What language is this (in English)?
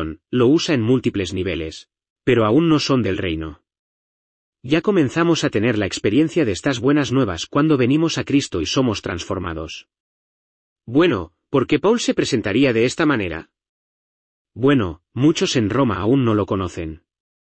Spanish